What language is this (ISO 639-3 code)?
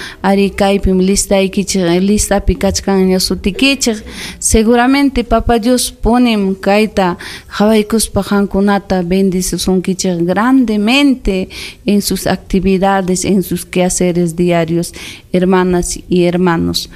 quy